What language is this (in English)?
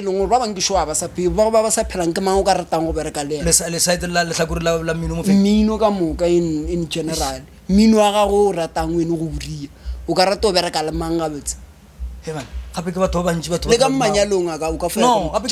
Northern Sotho